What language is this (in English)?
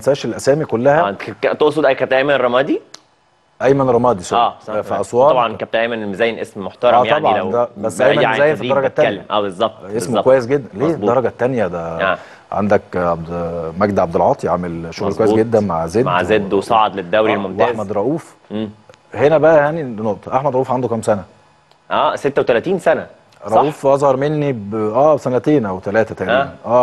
Egyptian Arabic